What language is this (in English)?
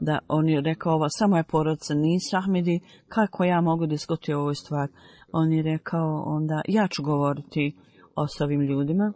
Bosnian